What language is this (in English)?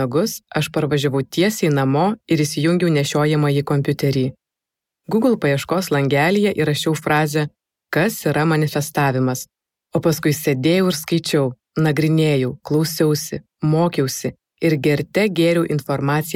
Lithuanian